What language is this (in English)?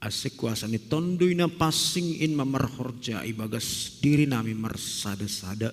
Batak Simalungun